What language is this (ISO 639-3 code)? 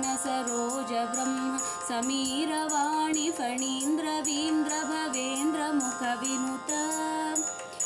kan